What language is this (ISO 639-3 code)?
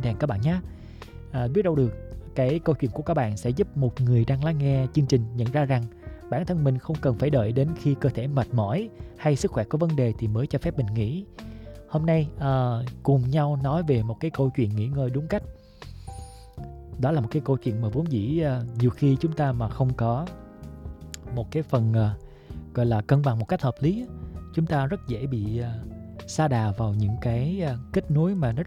vie